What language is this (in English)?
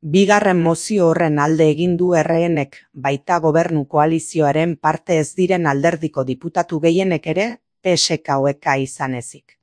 Basque